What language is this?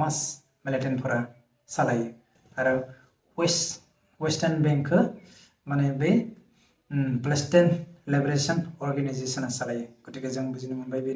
Bodo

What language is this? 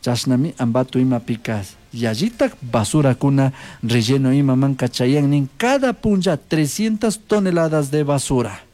Chimborazo Highland Quichua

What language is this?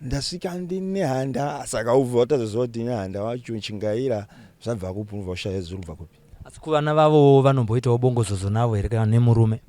Shona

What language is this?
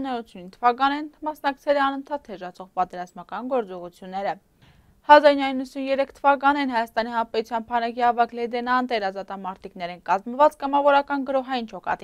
Armenian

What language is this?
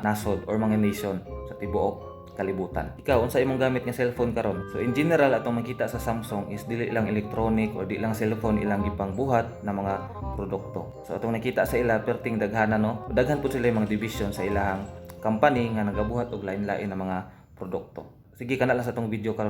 Cebuano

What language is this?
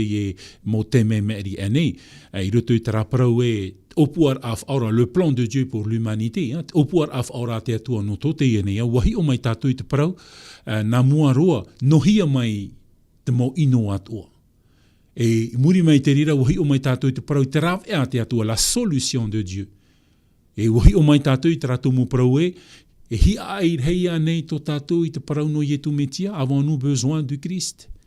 Tahitian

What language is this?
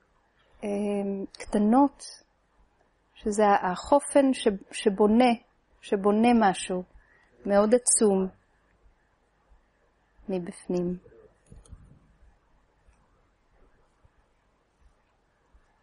Hebrew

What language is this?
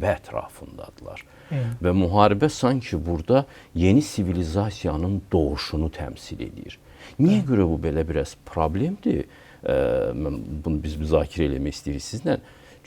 Azerbaijani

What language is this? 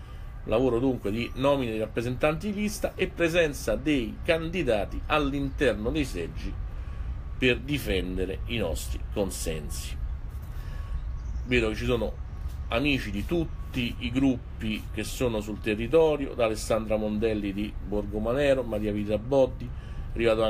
Italian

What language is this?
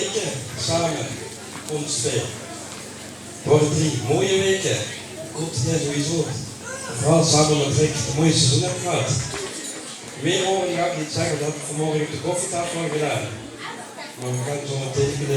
Limburgish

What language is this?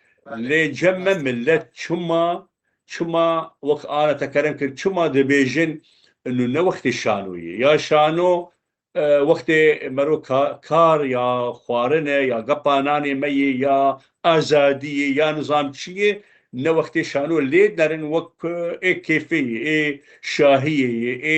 Kurdish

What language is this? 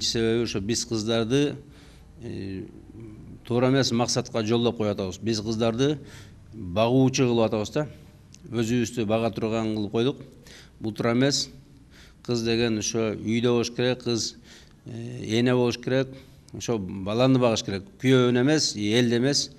Kyrgyz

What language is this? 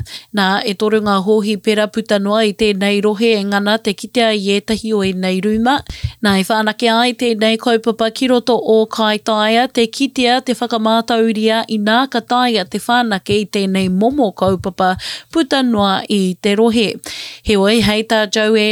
Māori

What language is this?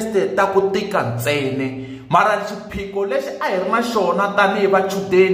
Tsonga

